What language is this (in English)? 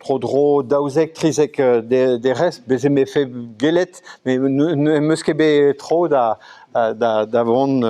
Breton